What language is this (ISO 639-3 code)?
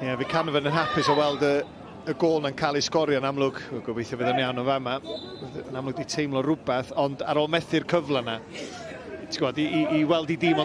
cym